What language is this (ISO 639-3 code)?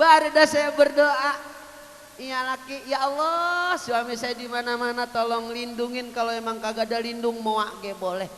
bew